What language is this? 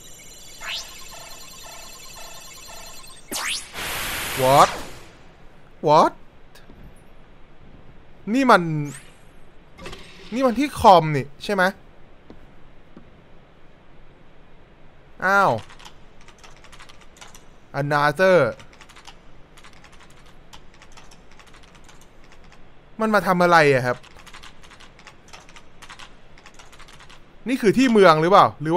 Thai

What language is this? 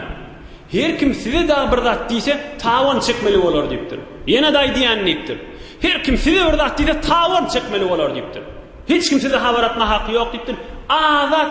Turkmen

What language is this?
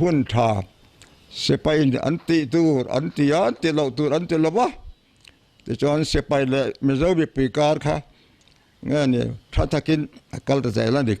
Mizo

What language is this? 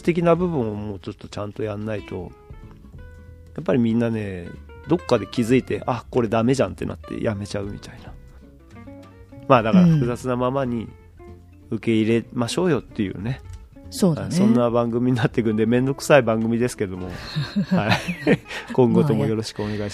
Japanese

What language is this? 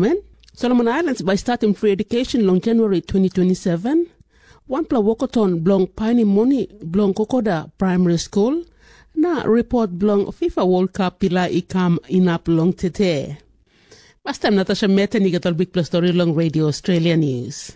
Tok Pisin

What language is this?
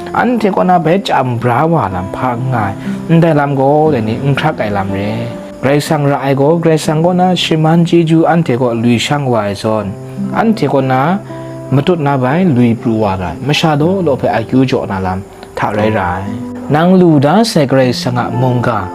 Kachin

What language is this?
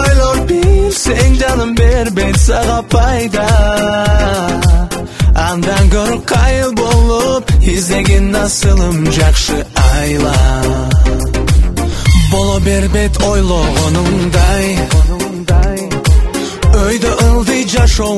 Kyrgyz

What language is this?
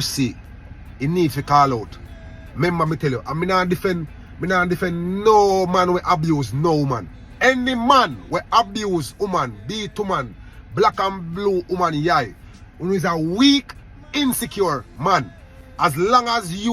Jamaican Creole English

